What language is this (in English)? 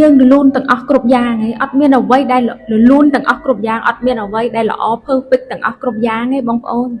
Khmer